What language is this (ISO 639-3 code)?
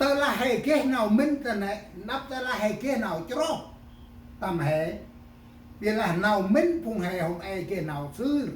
cmo